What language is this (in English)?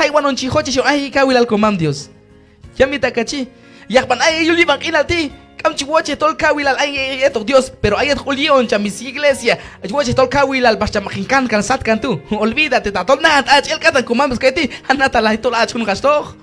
Q'anjob'al